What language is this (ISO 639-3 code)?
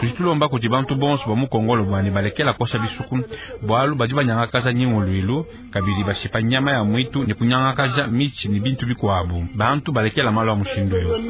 lua